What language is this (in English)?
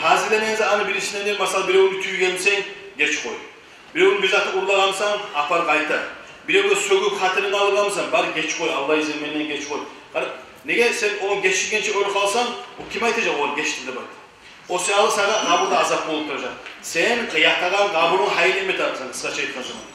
Kumyk